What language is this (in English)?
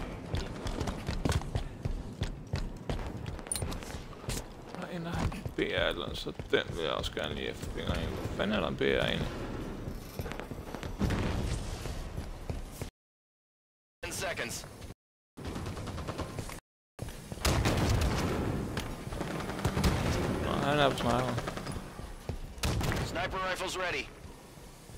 Danish